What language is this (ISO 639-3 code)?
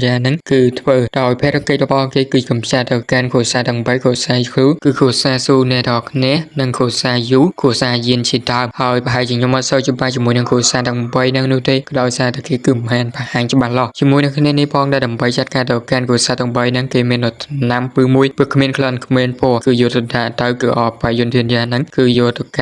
khm